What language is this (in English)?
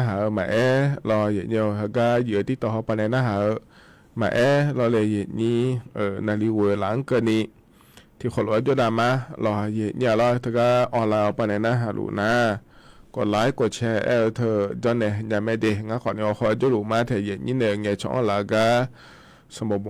Akha